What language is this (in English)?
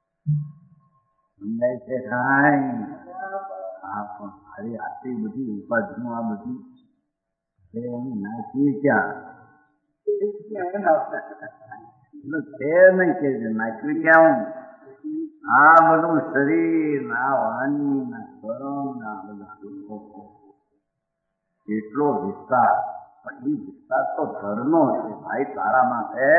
Gujarati